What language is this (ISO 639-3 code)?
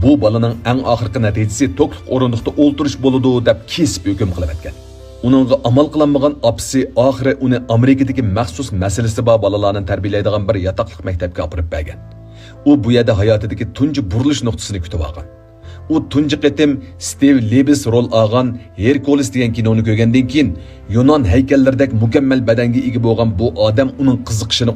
uig